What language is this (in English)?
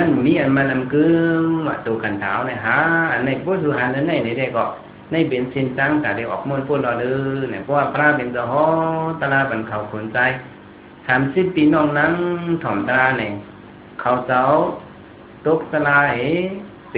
Shan